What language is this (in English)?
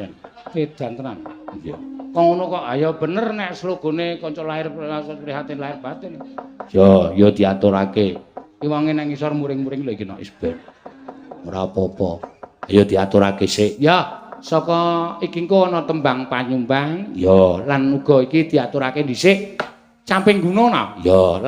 Javanese